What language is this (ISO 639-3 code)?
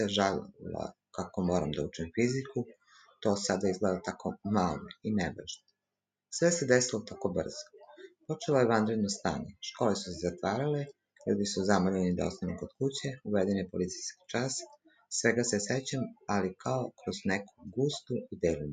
srp